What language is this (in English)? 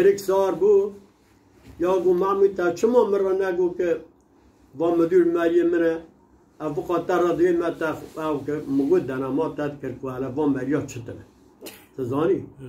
Kurdish